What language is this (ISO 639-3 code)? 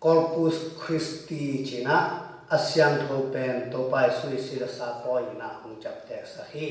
ctd